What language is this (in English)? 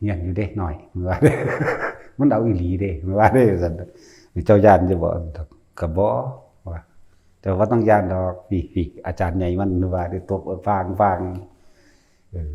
Northeastern Thai